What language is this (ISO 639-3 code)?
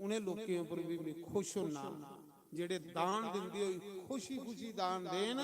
doi